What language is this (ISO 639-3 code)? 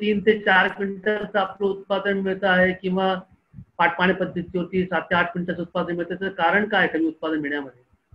mar